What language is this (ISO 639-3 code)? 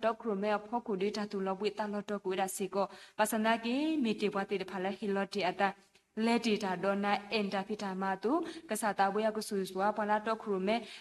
ksw